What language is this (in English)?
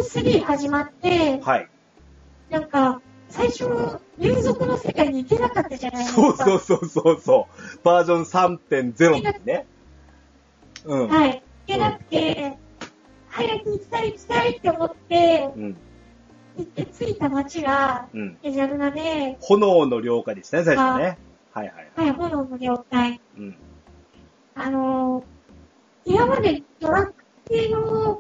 Japanese